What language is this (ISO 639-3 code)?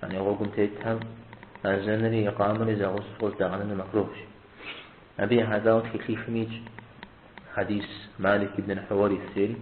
kbd